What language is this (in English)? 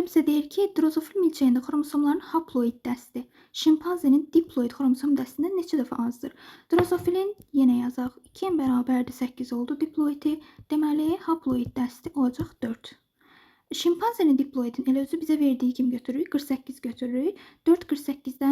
Azerbaijani